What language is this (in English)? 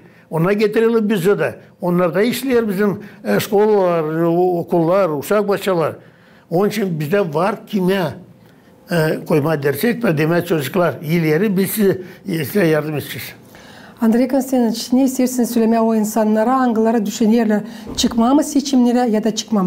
Gagauz